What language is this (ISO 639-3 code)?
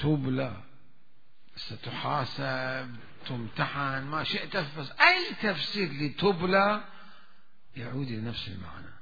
acm